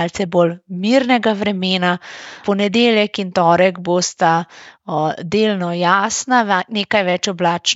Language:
Slovenian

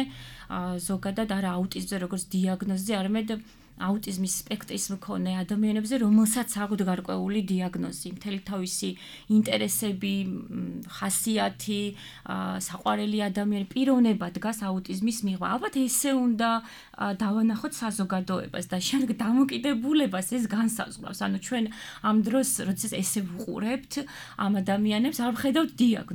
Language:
Georgian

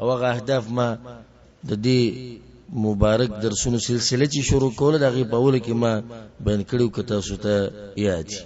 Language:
Pashto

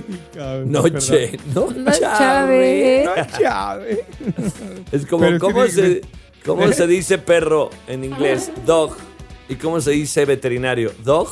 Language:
Spanish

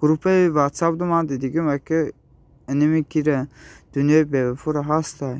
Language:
Tajik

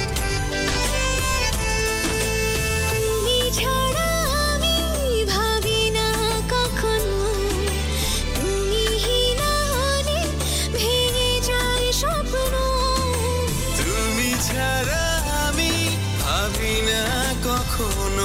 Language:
Bangla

